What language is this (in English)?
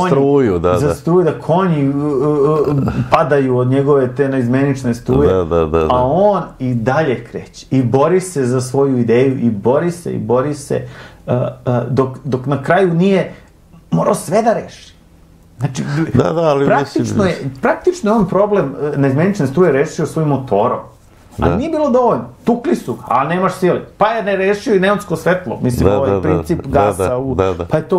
Serbian